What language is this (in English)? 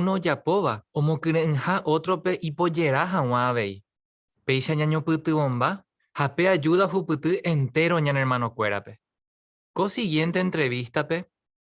Guarani